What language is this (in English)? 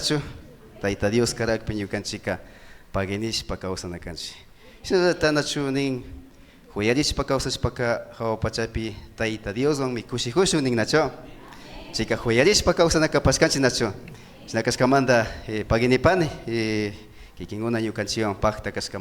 Imbabura Highland Quichua